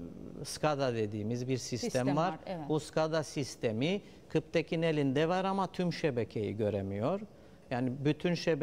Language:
Turkish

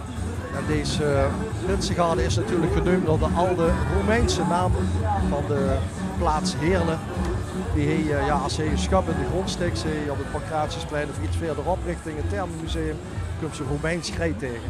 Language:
Limburgish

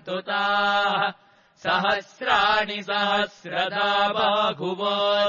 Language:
Sanskrit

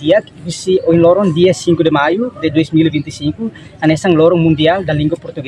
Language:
Tetum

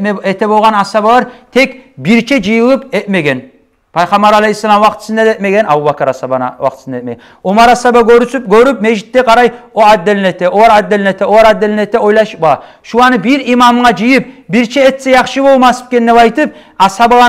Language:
Kumyk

